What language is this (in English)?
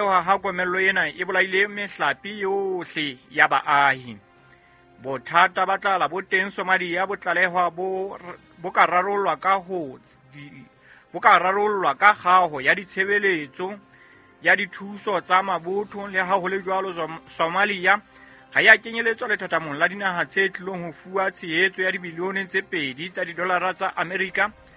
Southern Sotho